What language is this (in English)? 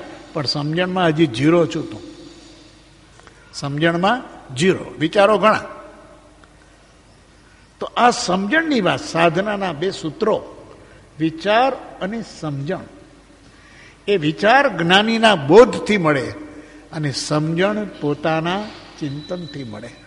Gujarati